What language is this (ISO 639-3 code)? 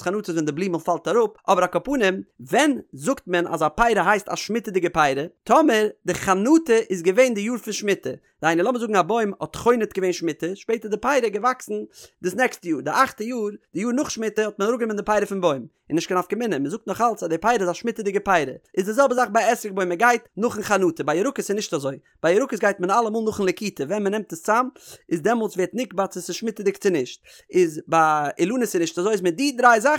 yid